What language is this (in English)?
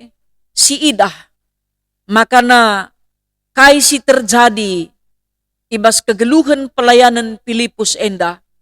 Batak Karo